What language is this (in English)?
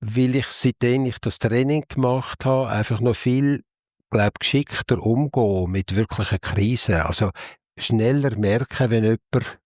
Swiss German